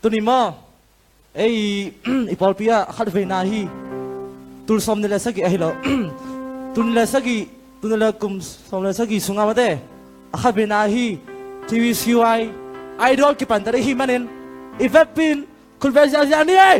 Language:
Tedim Chin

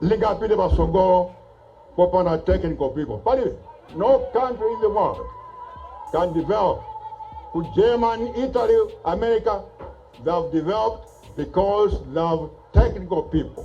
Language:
Nyanja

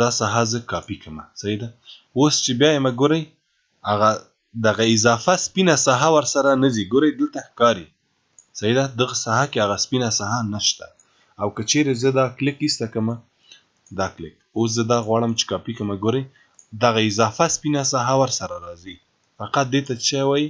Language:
Pashto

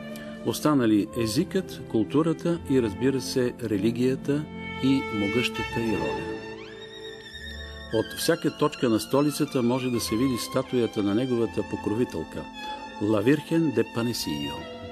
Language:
Bulgarian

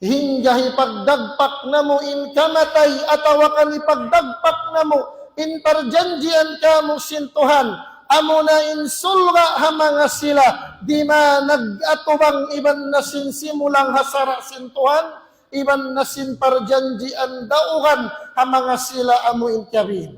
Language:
Tausug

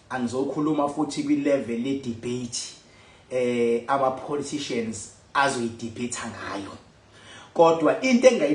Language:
Zulu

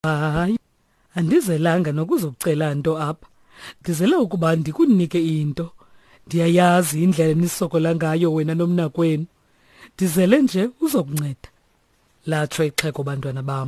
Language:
Xhosa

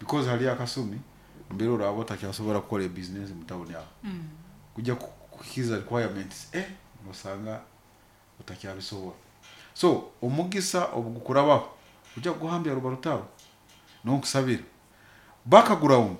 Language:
Nyoro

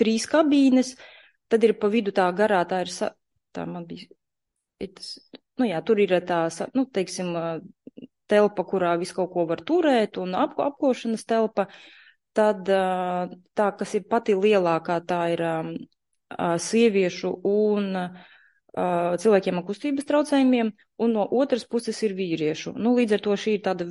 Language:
Latvian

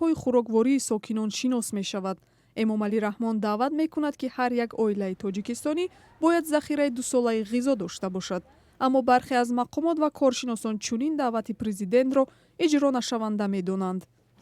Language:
Tajik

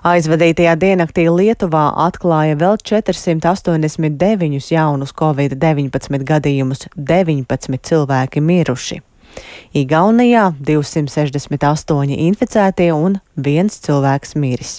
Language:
Latvian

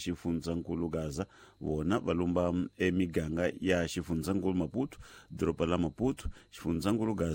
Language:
Tsonga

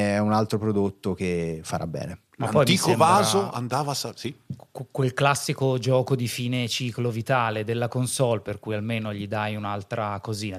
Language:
Italian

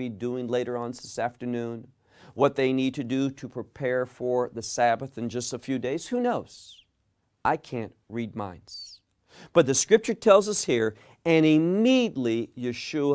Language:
English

